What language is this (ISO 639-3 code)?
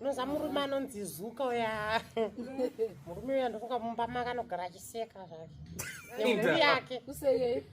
sna